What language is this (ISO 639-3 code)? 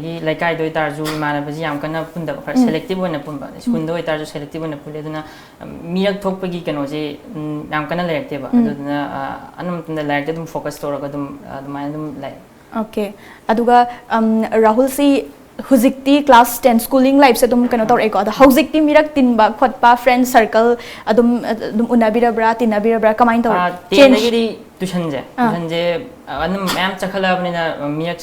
mni